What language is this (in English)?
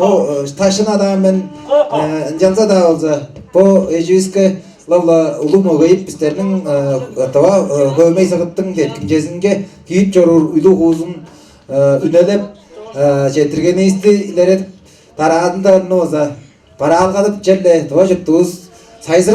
Tuvinian